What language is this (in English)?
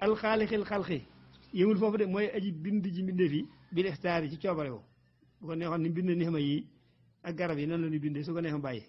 Wolof